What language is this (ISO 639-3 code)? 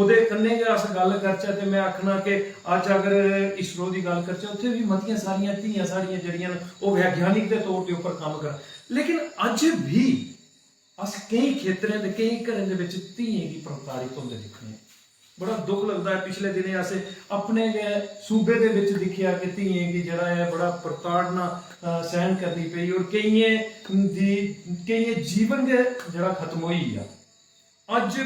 doi